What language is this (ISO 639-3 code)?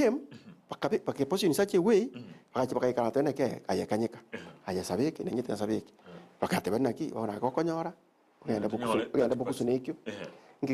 guz